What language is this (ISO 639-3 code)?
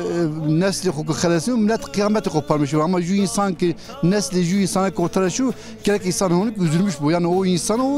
zza